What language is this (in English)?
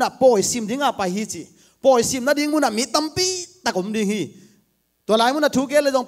Tedim Chin